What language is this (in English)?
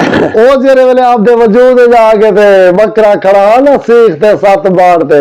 Saraiki